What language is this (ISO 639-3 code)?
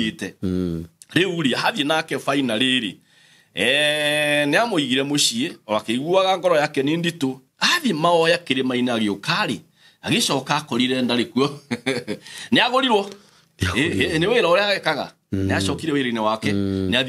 kik